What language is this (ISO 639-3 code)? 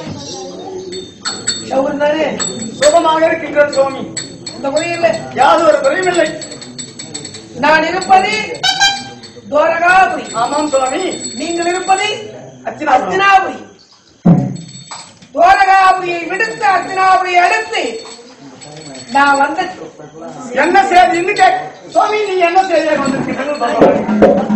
tam